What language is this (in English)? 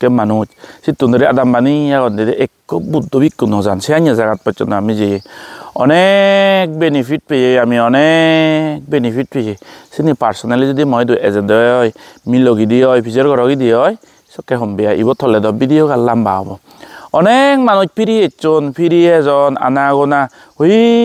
Chakma